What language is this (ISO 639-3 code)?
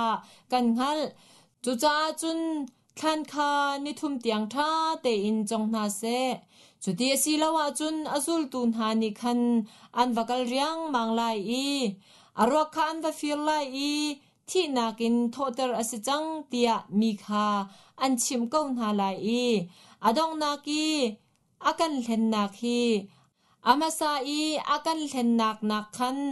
cnh